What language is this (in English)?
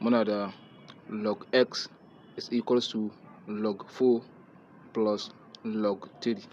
Hausa